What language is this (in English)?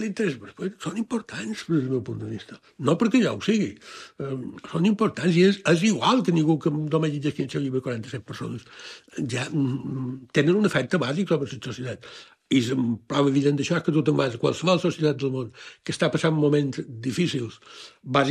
Catalan